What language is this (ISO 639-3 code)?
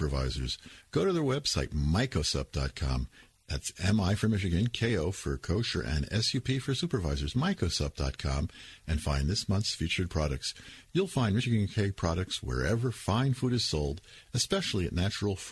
eng